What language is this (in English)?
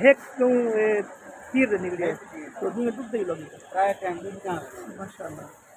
Saraiki